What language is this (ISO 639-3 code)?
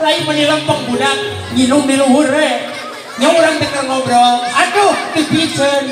sun